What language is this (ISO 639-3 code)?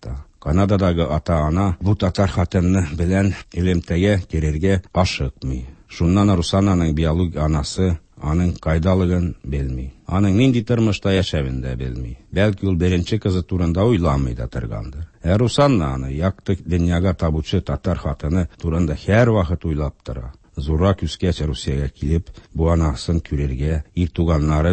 tat